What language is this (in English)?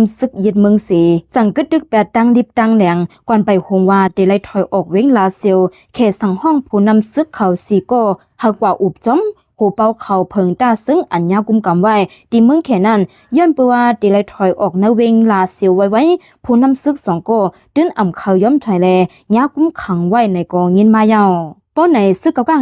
Shan